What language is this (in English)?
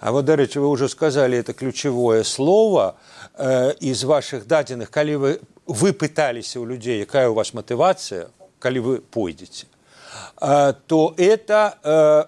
Belarusian